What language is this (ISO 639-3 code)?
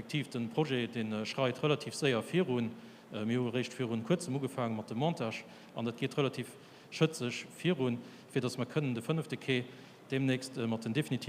ltz